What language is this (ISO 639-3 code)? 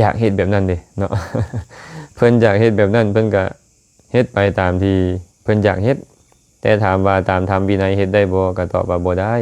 lao